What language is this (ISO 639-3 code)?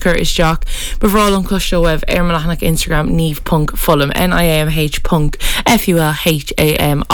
gle